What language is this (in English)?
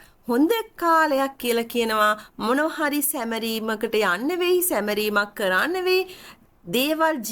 Sinhala